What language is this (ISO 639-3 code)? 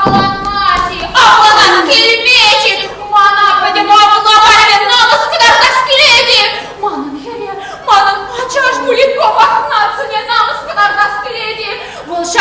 chv